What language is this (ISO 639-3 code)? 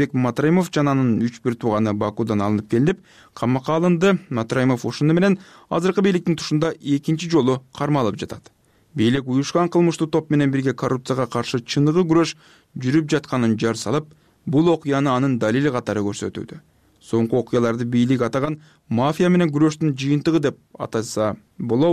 kir